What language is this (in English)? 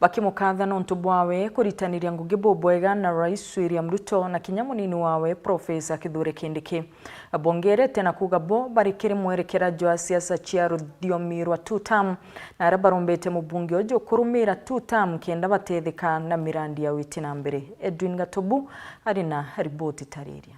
Meru